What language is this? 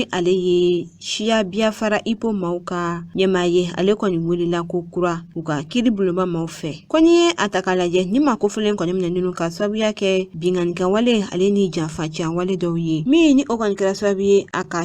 Bambara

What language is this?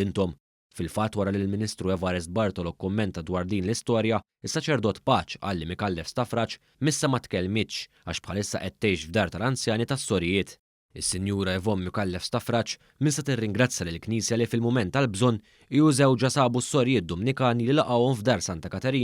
Maltese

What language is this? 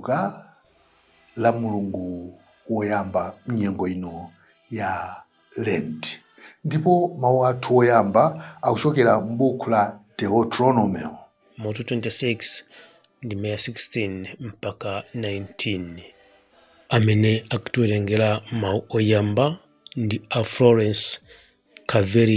Nyanja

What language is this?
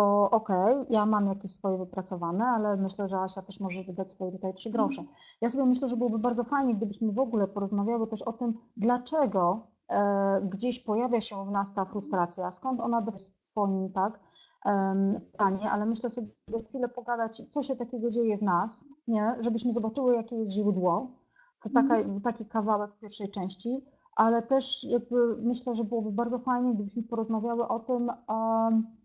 Polish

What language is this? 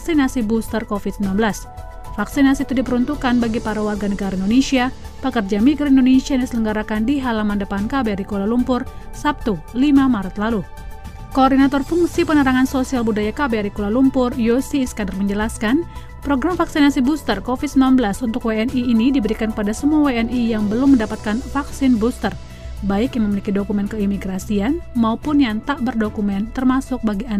Indonesian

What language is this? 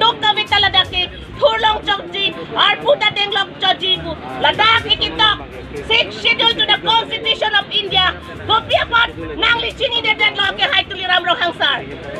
Karbi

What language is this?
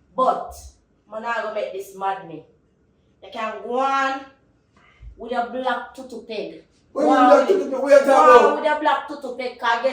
Jamaican Creole English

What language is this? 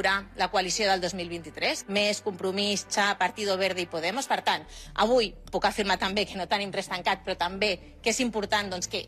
Catalan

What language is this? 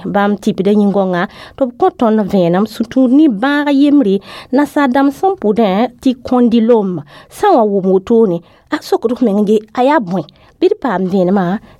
Mossi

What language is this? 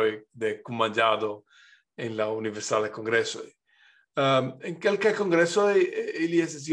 Esperanto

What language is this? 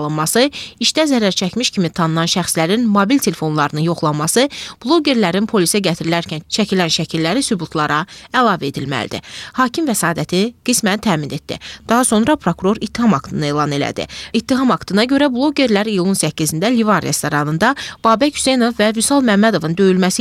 Azerbaijani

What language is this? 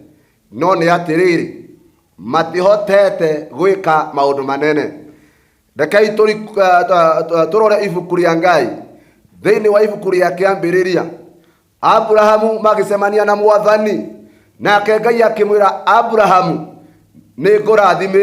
Kikuyu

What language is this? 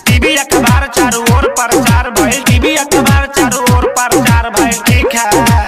Bhojpuri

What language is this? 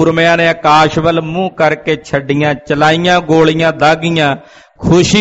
Punjabi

